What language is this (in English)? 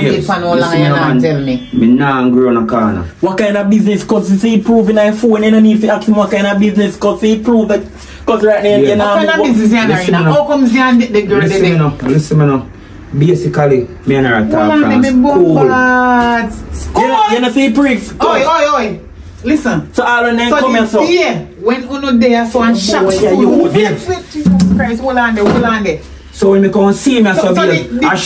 Jamaican Creole English